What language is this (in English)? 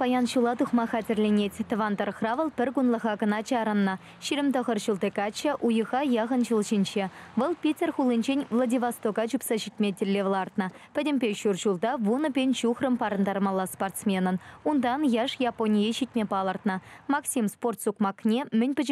Chuvash